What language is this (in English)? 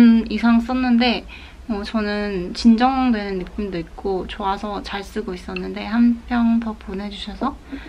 Korean